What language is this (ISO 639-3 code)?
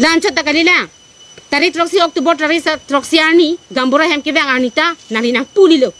mjw